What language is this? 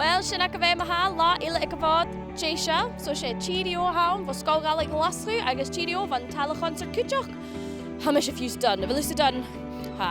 Scottish Gaelic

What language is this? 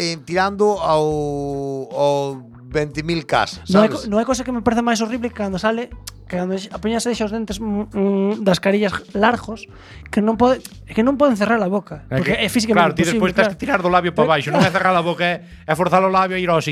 Galician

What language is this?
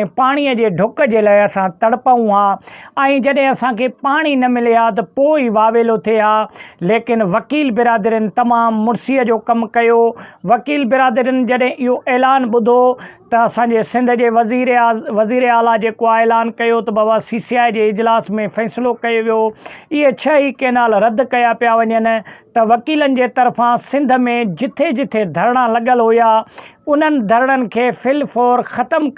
Sindhi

